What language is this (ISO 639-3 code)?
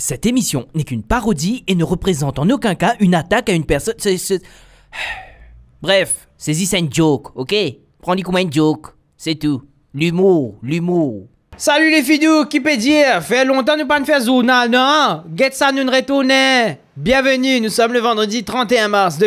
mfe